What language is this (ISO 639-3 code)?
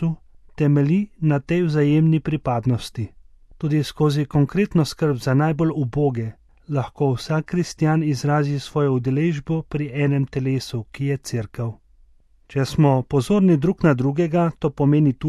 slv